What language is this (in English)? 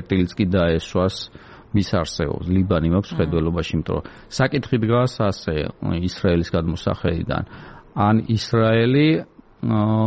Georgian